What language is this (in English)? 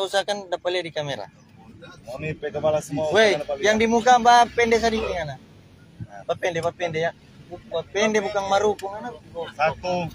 Manado Malay